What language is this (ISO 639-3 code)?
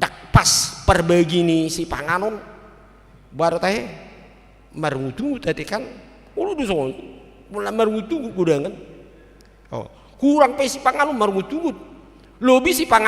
bbc